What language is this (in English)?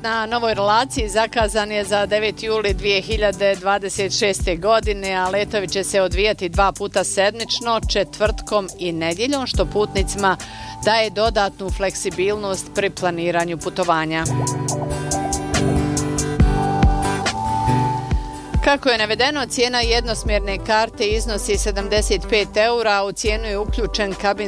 Bosnian